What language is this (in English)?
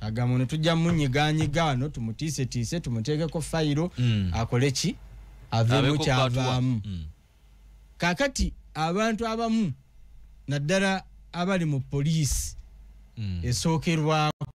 Ganda